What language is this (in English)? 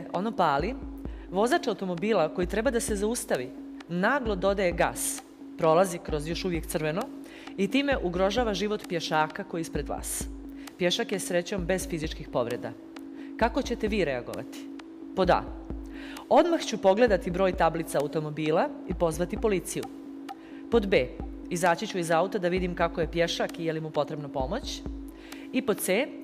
Bosnian